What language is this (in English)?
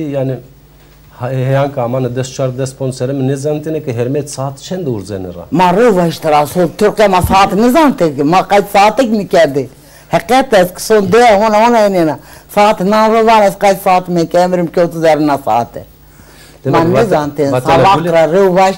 Zaza